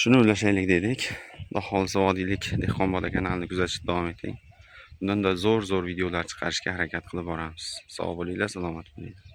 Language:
Uzbek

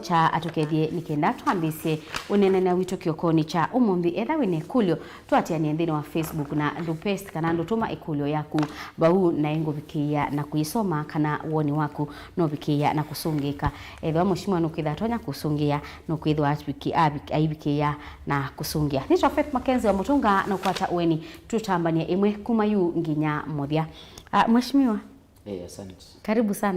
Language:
Kamba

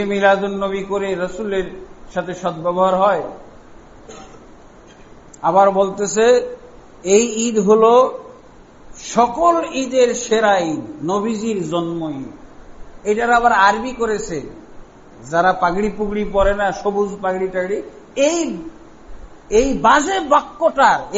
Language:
Bangla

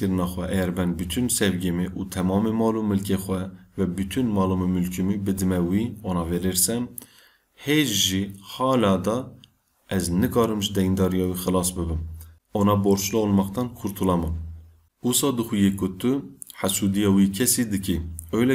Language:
Kurdish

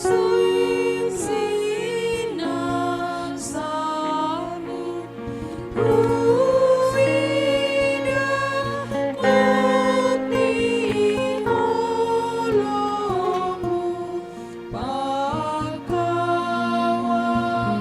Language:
Batak Simalungun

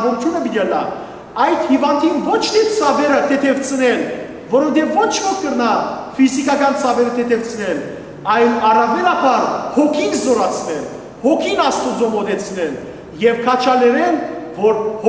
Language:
Western Armenian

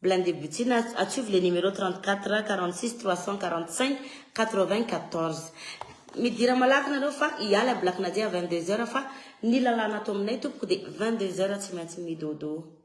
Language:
Malagasy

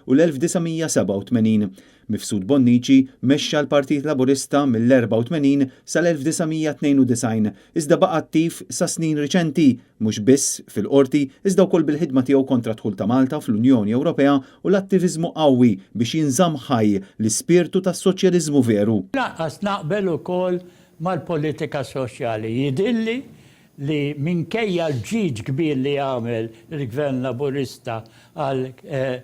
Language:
Maltese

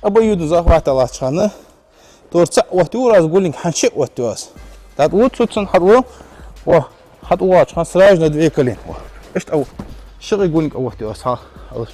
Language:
Ingush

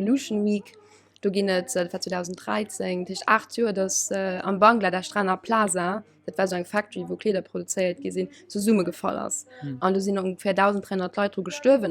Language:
Luxembourgish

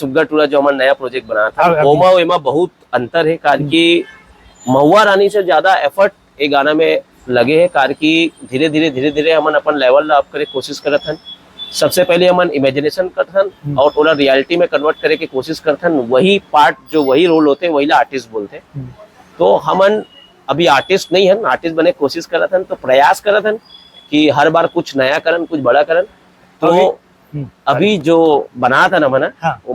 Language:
Chhattisgarhi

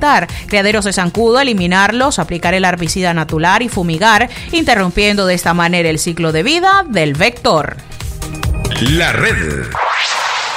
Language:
Spanish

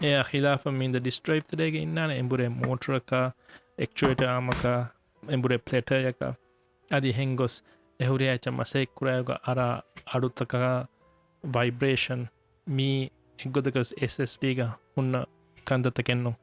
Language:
Divehi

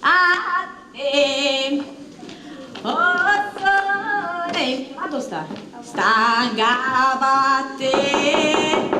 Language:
Neapolitan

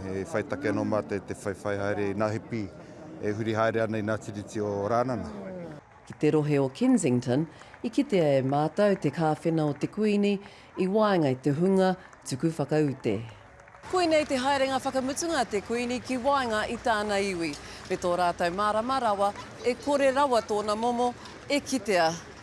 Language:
Māori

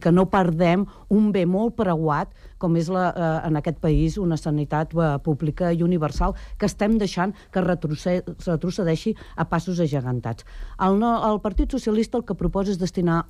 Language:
Catalan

